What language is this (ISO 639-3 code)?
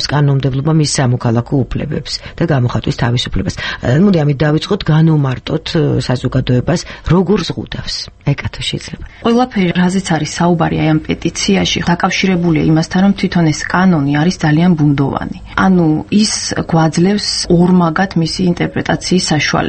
kat